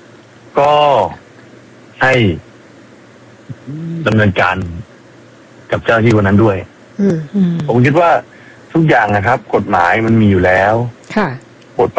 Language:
Thai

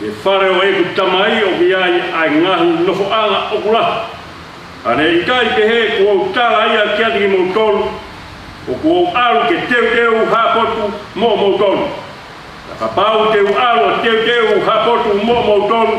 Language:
Tongan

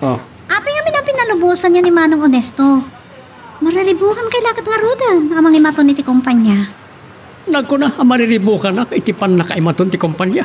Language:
Iloko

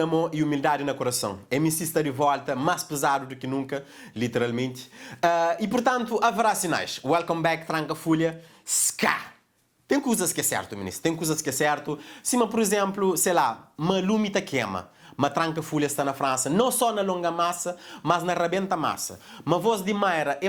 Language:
Kabuverdianu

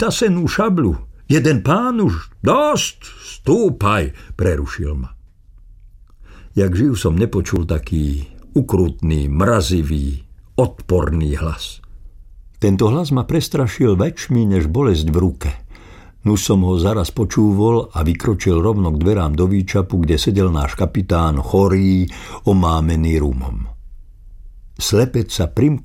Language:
Slovak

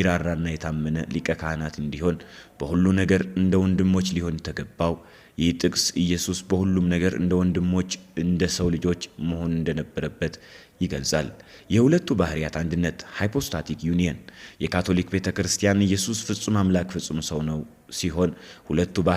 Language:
Amharic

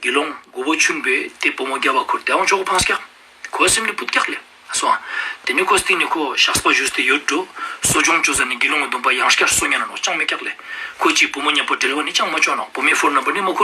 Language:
Ladakhi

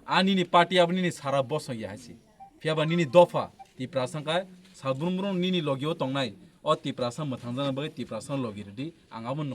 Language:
Kok Borok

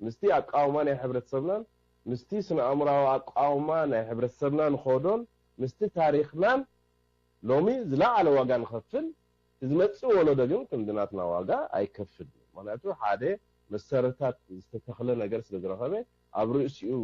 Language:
Tigrinya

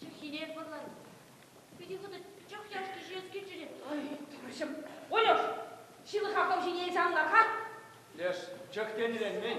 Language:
Chuvash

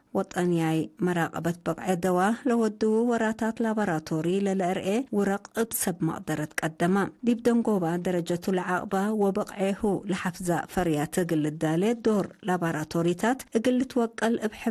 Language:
Tigre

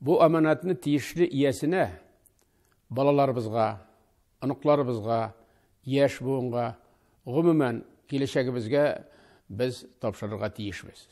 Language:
Tatar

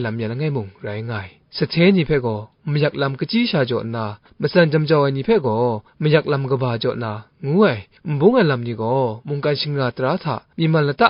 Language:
Kachin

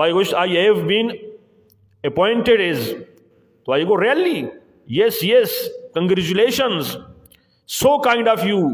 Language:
Eastern Balochi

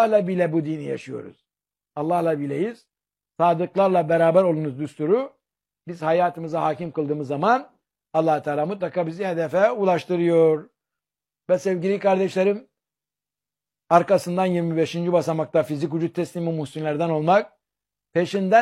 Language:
Turkish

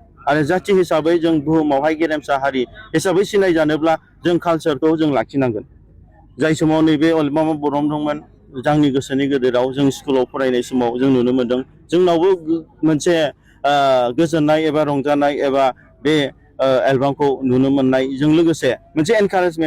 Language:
Bodo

